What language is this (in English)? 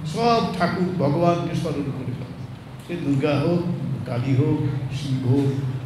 Bangla